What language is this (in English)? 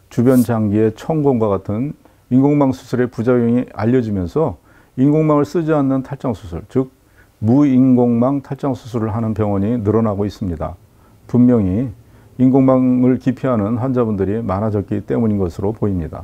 Korean